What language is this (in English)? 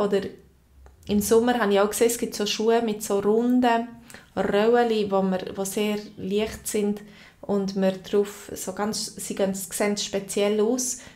Swiss German